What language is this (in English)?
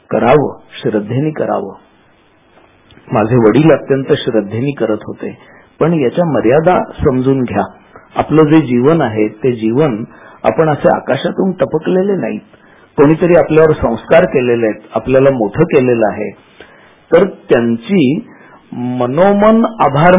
Marathi